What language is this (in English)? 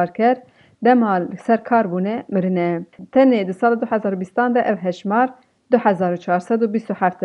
Kurdish